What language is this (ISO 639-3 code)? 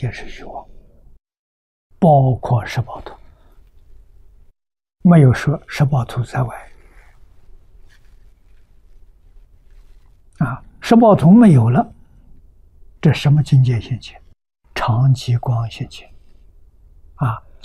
zho